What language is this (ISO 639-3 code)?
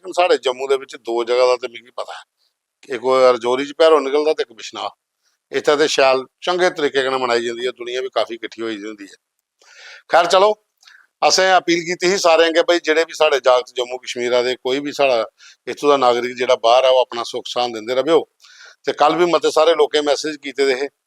doi